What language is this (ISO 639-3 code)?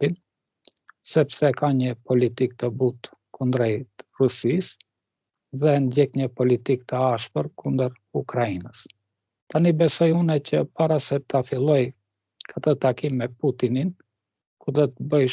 sqi